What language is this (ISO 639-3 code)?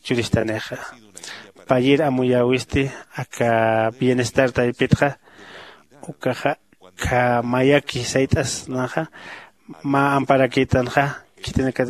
aym